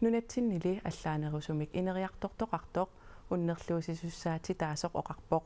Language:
Kalaallisut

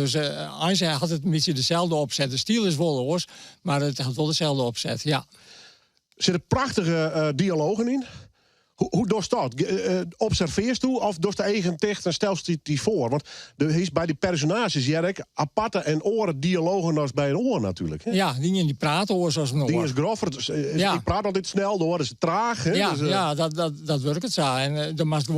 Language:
Western Frisian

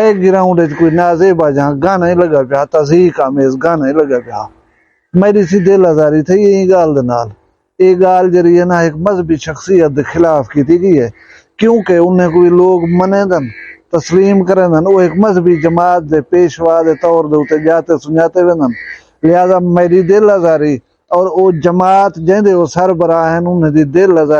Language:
Saraiki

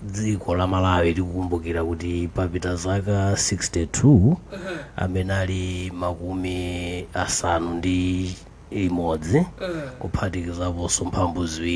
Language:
Nyanja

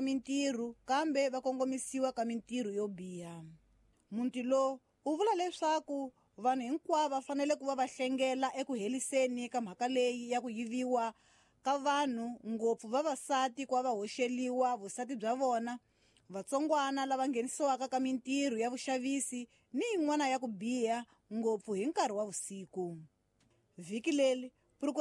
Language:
Tsonga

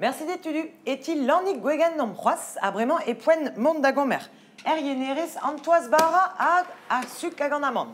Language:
Breton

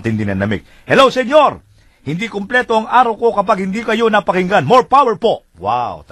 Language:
Filipino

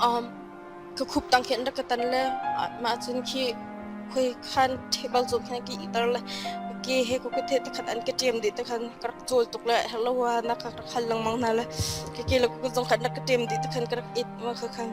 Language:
Hakha Chin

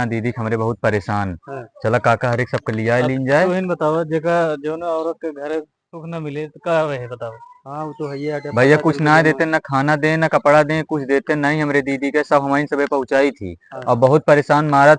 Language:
Awadhi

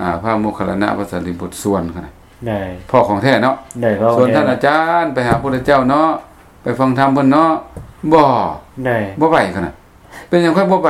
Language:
Lao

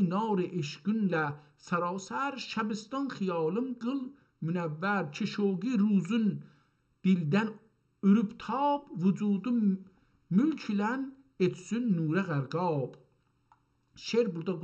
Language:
South Azerbaijani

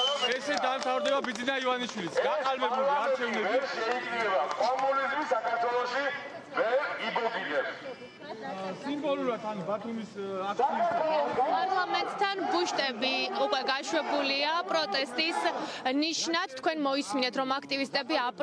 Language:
Georgian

